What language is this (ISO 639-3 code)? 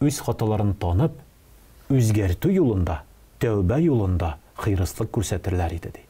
tat